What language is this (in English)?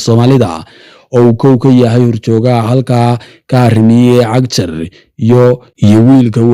Somali